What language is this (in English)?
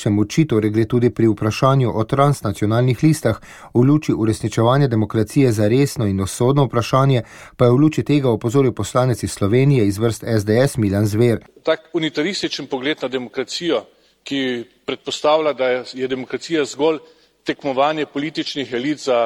Slovenian